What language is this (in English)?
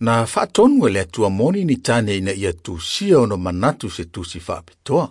Samoan